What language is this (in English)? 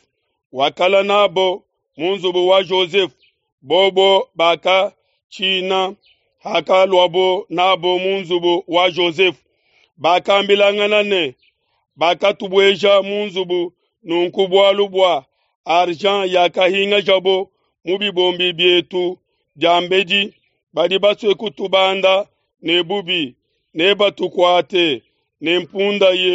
Luba-Lulua